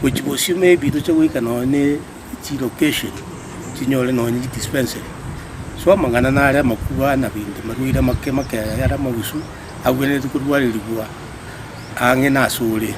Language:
Gusii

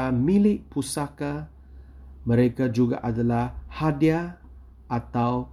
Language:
Malay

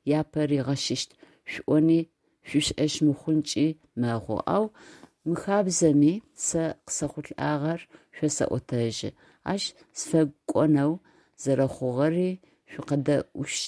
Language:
Adyghe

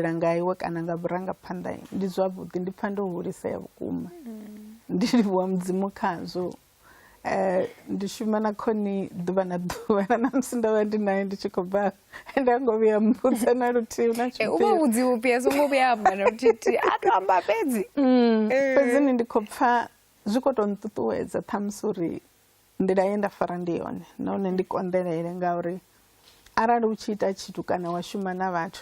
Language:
Venda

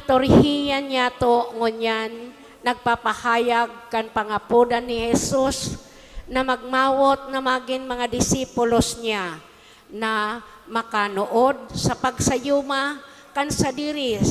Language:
Bikol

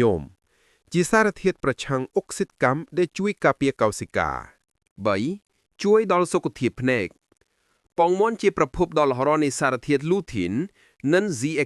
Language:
Khmer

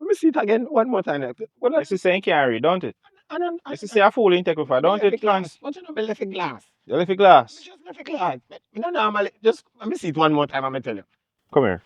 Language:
Jamaican Creole English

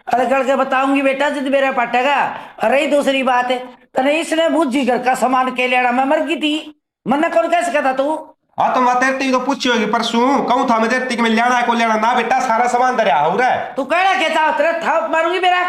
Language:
Haryanvi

